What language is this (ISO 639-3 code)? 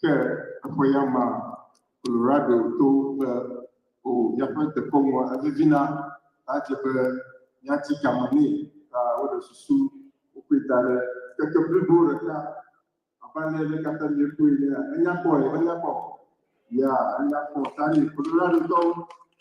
ewe